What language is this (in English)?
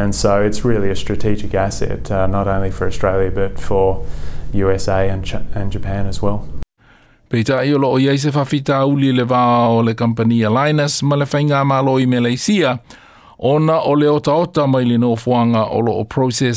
Samoan